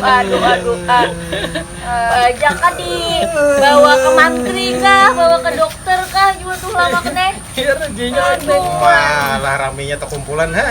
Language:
Banjar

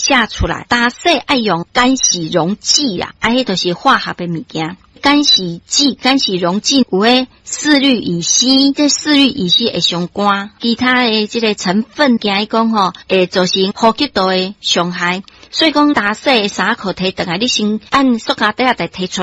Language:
Min Nan Chinese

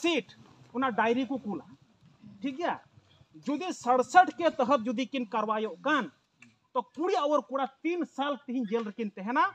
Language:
Santali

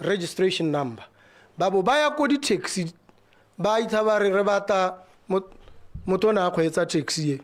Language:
Tswana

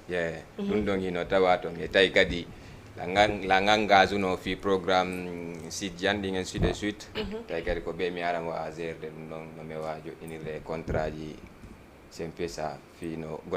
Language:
Fula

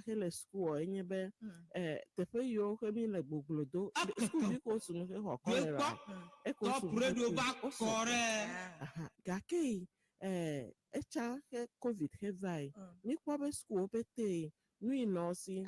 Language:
Ewe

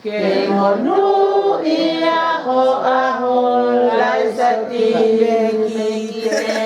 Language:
Tongan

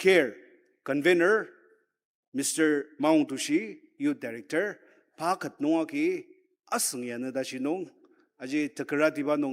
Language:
Ao Naga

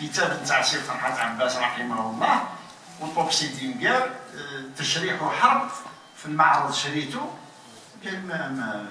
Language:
Algerian Arabic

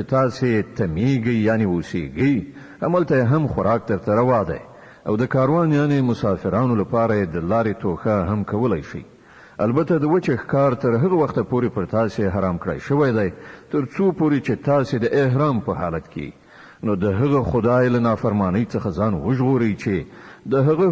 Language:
Pashto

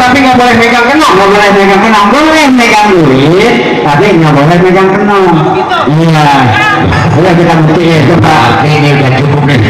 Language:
Betawi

